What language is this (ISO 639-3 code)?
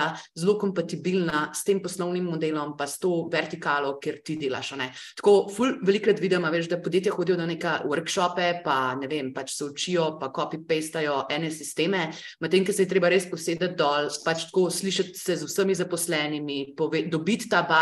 slv